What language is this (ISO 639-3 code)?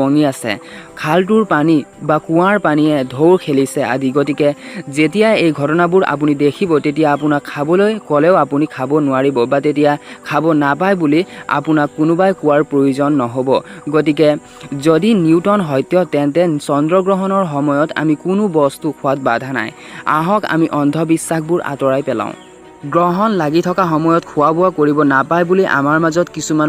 asm